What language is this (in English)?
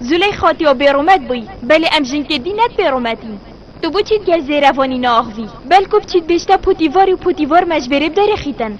Kurdish